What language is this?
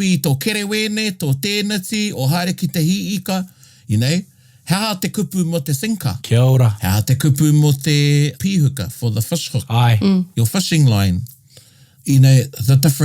Māori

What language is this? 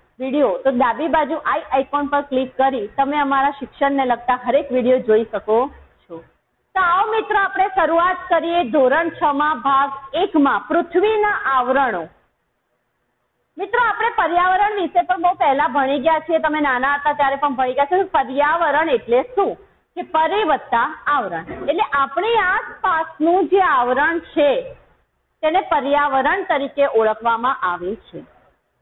Gujarati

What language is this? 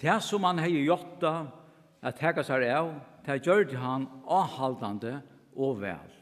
Faroese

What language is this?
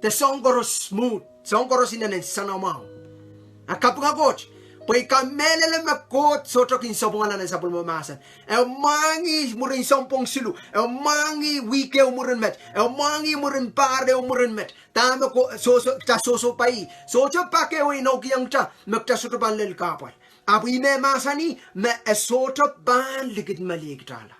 Pohnpeian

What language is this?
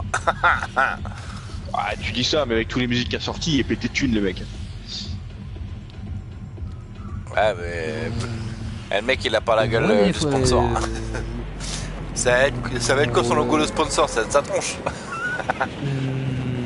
French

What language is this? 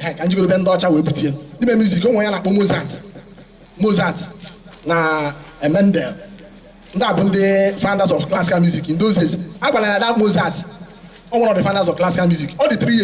Igbo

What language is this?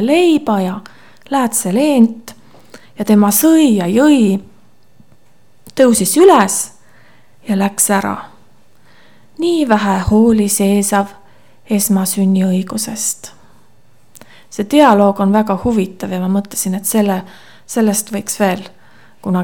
Estonian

